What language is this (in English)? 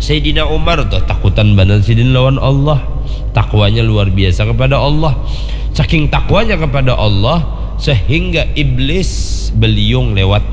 Banjar